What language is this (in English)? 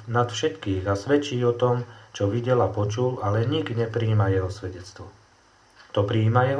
Slovak